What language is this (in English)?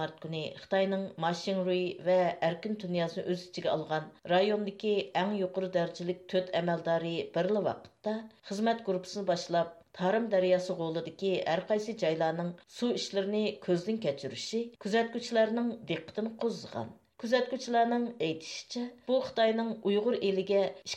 Uyghur